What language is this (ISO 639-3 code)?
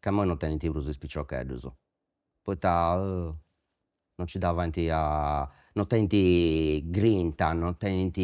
srd